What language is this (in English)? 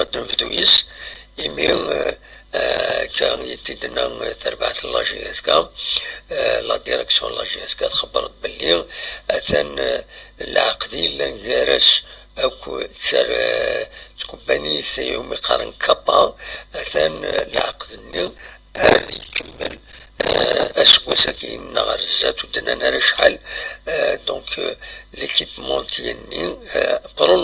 Kabyle